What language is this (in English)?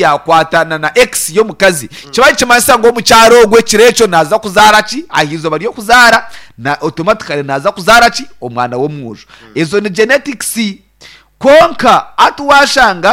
Nyankole